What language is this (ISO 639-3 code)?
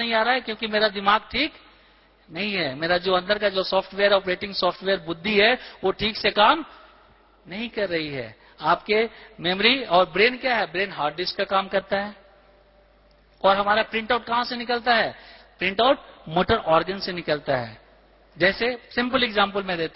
hin